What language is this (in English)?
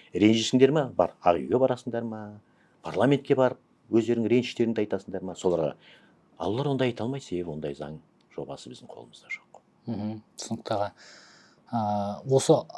Kazakh